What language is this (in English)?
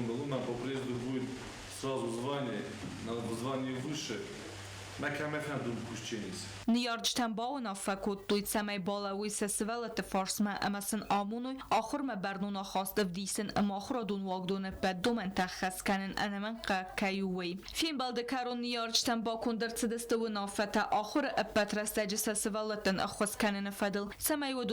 Ossetic